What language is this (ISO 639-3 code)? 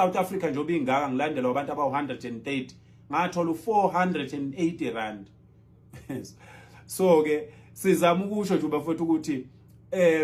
zul